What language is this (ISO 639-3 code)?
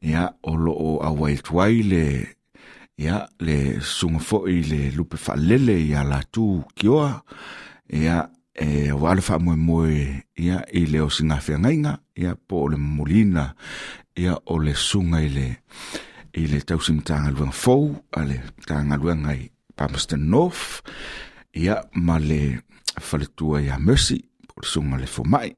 smo